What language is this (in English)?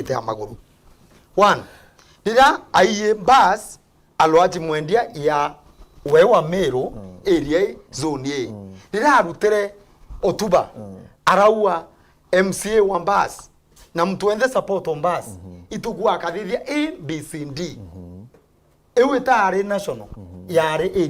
Meru